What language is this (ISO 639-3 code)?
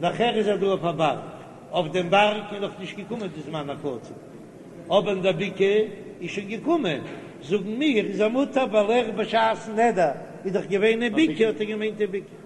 yid